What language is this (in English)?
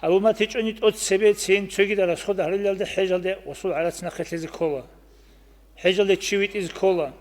Avaric